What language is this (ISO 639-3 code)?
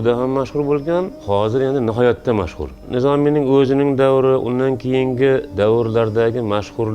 uzb